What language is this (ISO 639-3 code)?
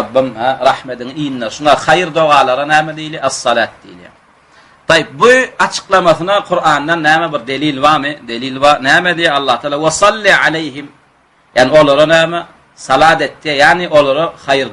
tuk